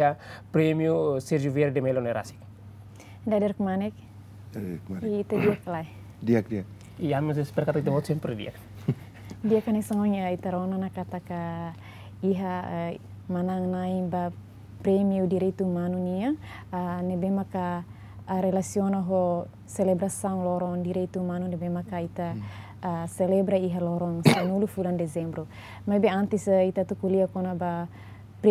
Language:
Tetum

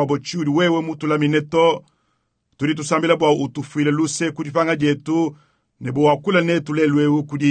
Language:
Luba-Lulua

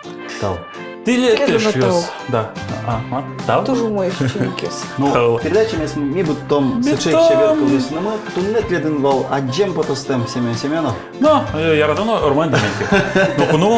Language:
Udmurt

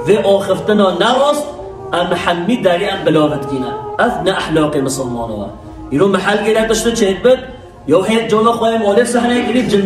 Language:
Kurdish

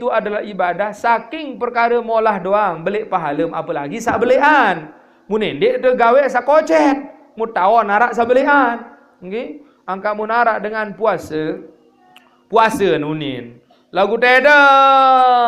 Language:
Sasak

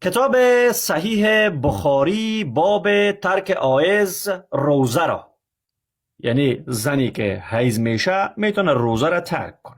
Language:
Persian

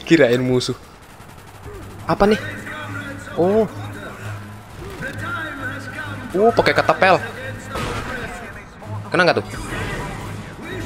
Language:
Indonesian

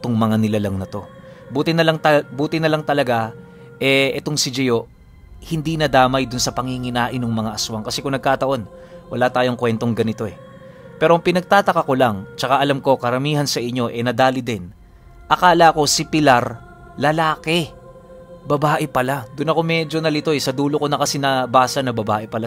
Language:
Filipino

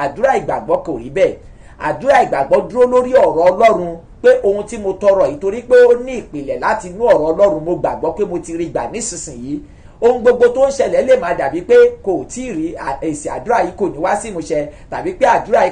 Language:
Yoruba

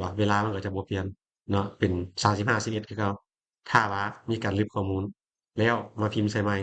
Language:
Lao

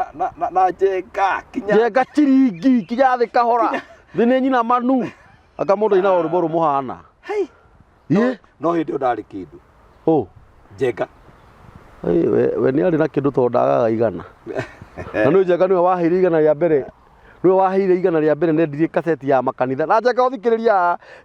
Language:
Kikuyu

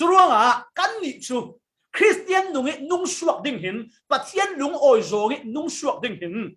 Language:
Falam Chin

